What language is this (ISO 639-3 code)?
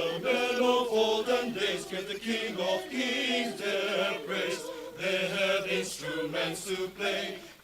nmf